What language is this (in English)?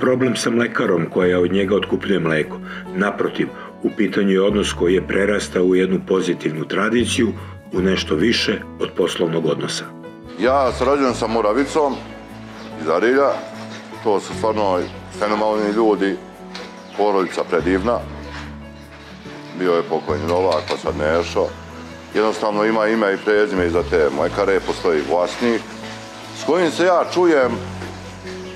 Serbian